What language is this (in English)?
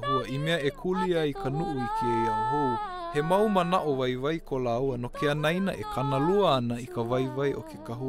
Hawaiian